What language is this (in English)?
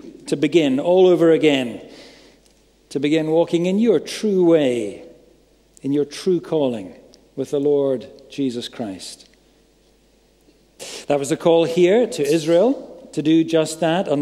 English